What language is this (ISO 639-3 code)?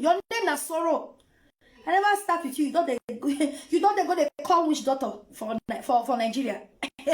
pcm